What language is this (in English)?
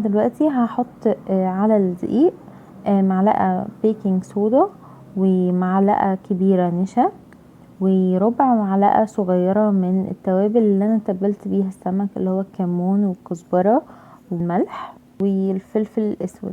Egyptian Arabic